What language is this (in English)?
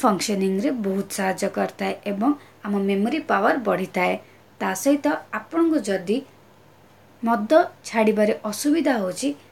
Odia